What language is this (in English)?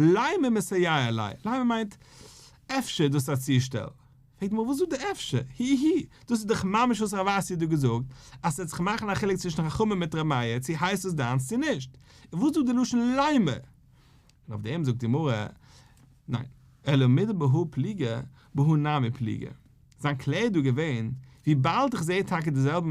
Yiddish